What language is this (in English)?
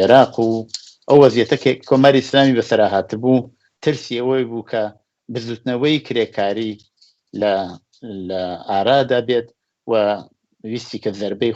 Central Kurdish